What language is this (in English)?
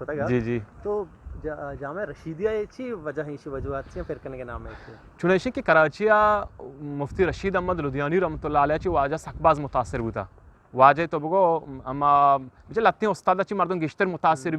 Eastern Balochi